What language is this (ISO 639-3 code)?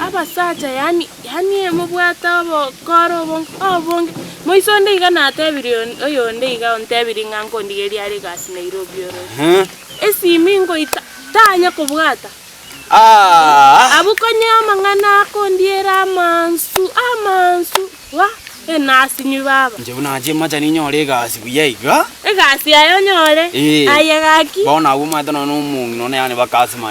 guz